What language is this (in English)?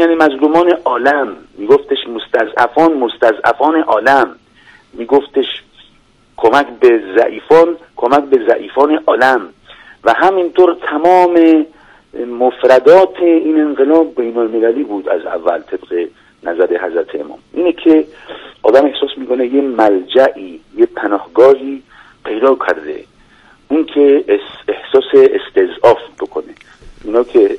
Persian